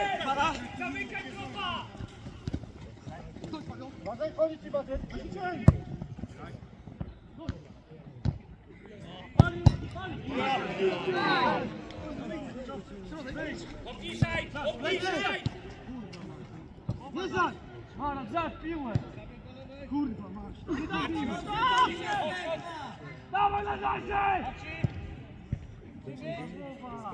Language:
Polish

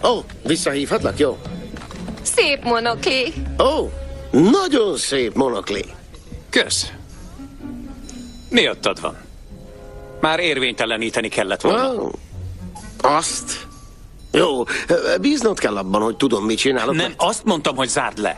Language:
Hungarian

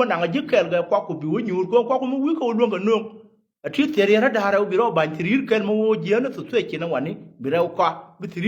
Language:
Nuer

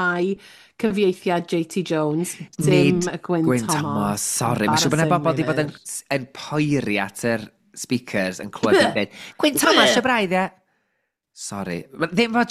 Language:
Welsh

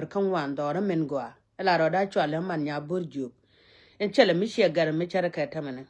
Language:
Nuer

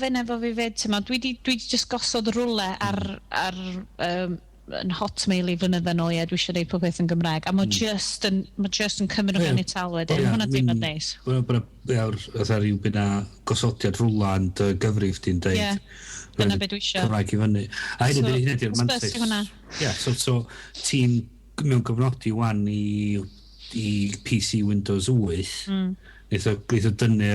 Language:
Welsh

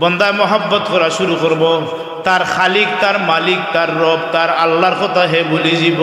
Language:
Sylheti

